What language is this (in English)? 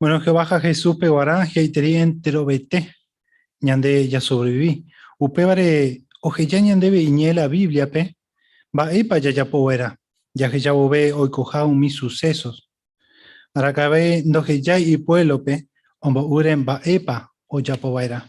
Guarani